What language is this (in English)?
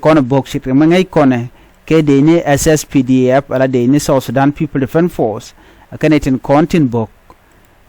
Nuer